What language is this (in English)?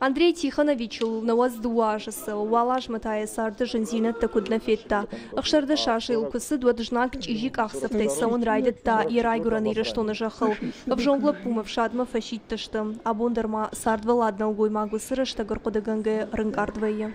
Ossetic